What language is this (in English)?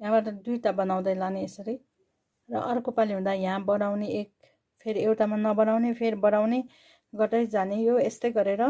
Nepali